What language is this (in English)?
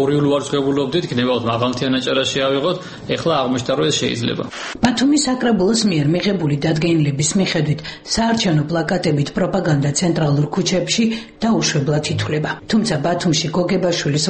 Georgian